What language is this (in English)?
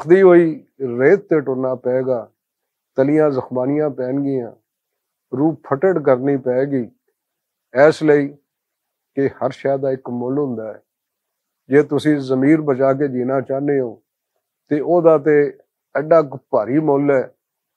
Western Panjabi